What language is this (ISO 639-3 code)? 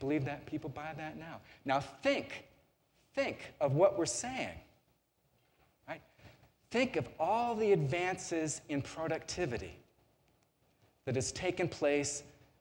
eng